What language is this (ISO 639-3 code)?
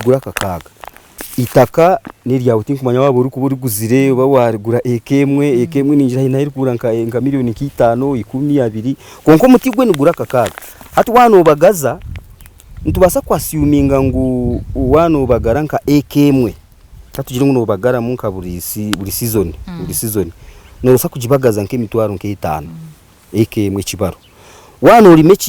nyn